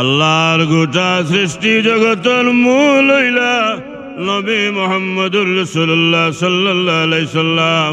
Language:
Sylheti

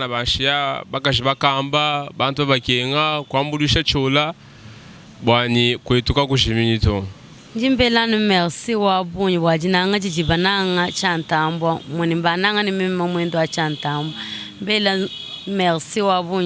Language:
Luba-Lulua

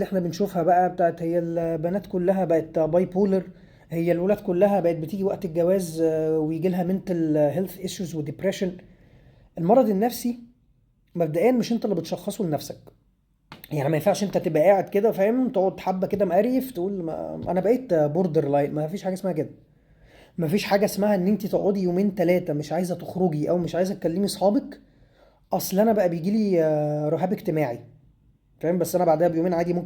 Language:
Egyptian Arabic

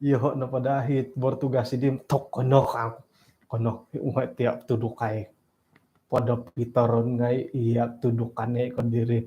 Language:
Central Dusun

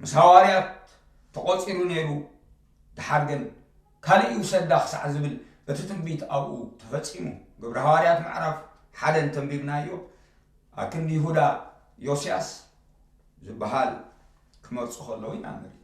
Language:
Tigrinya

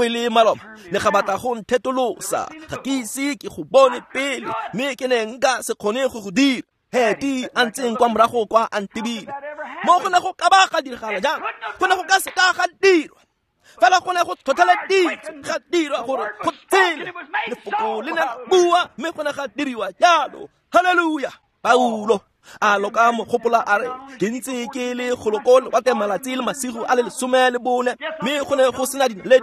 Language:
Tswana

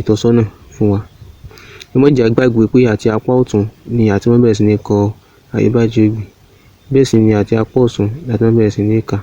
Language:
Yoruba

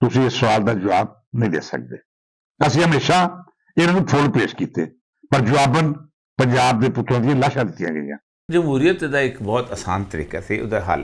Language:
Western Panjabi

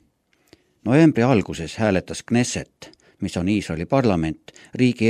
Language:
Estonian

